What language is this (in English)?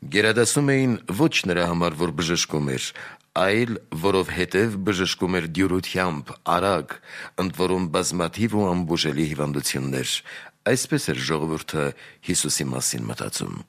Armenian